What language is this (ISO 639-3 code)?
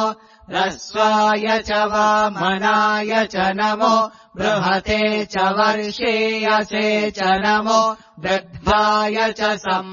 san